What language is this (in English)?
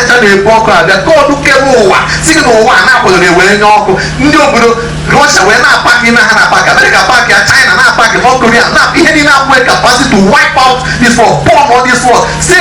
Igbo